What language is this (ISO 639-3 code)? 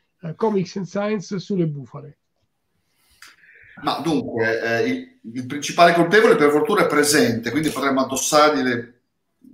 ita